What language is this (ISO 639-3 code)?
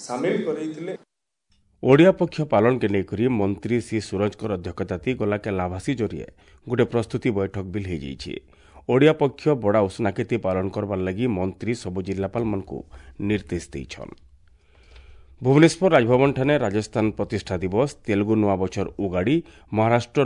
ori